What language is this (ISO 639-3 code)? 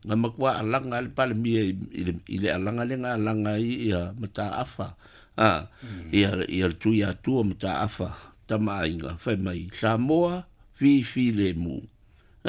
smo